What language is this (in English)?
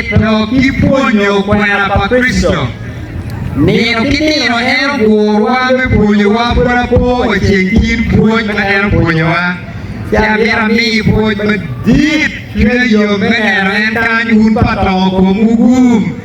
Acoli